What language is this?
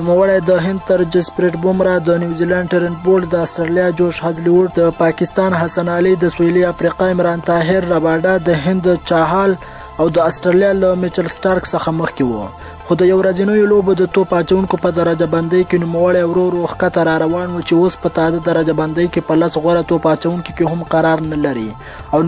Pashto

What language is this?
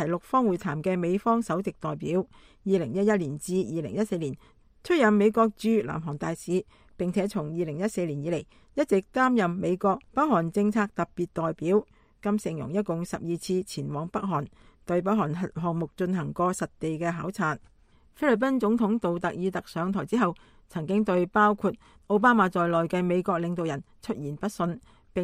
Cantonese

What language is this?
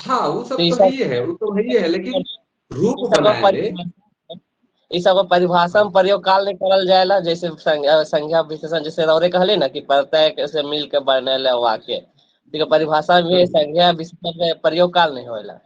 Sadri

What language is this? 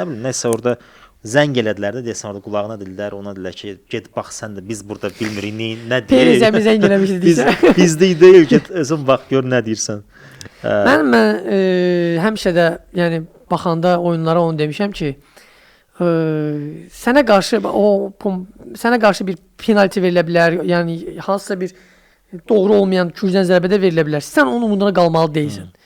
Azerbaijani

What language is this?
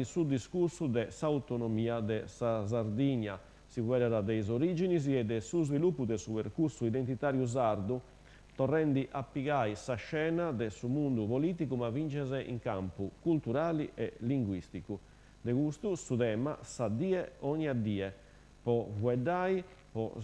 Sardinian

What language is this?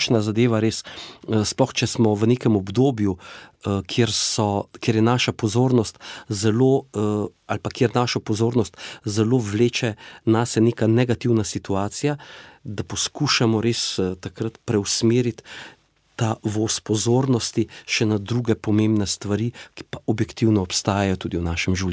Slovenian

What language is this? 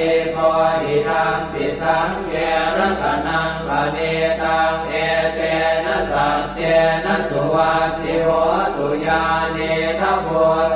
Pali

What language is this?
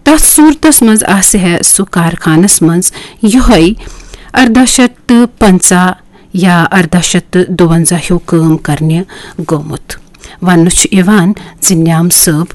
Kashmiri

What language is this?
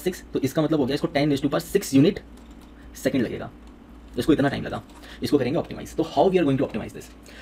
Hindi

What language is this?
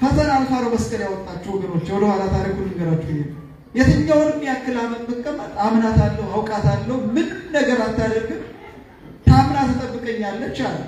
Amharic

